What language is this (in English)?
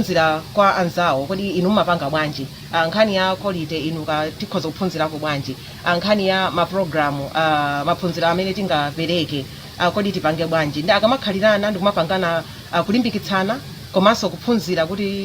Nyanja